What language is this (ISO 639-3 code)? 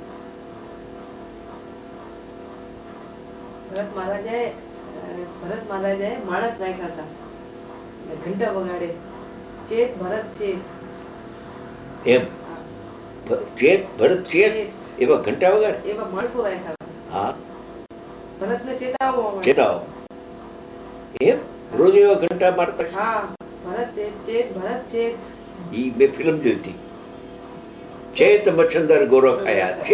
guj